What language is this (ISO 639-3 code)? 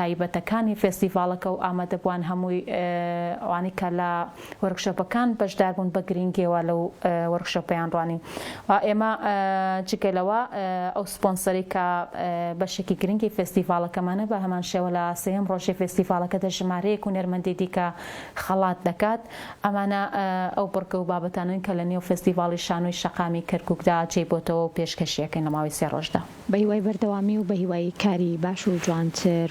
ckb